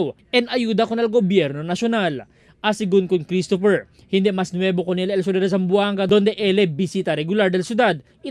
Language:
Chavacano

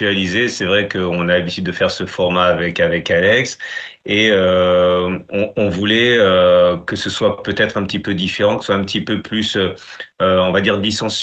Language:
French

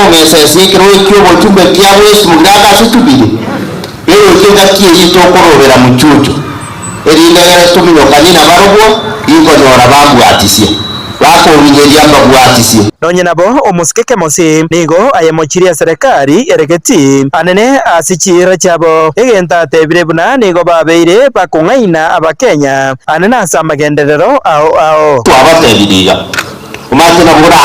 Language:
Gusii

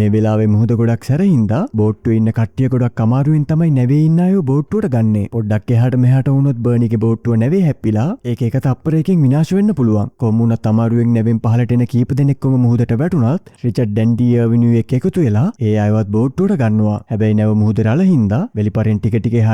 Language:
Sinhala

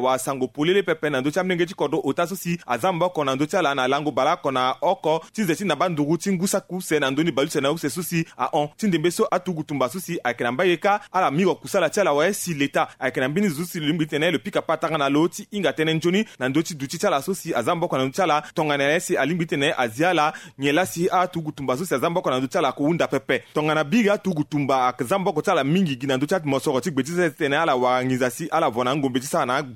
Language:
Sango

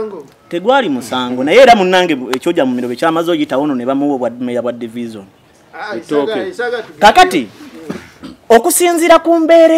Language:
Ganda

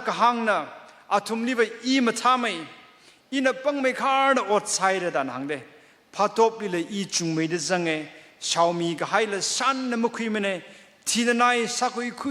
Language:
Tangkhul Naga (India)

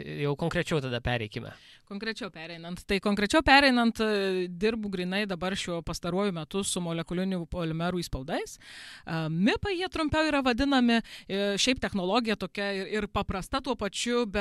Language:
Lithuanian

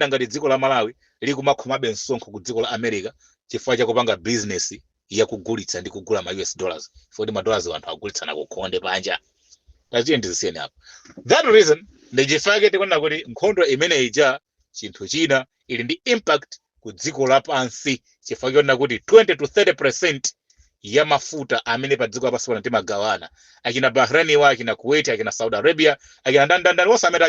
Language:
Nyanja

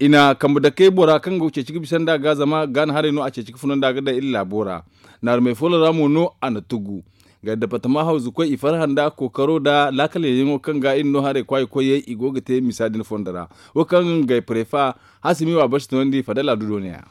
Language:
Zarma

